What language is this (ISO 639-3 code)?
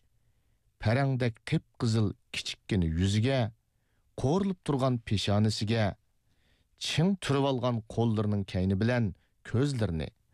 uig